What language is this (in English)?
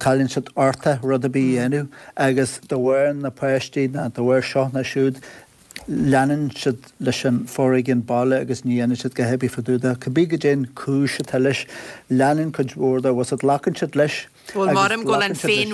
Irish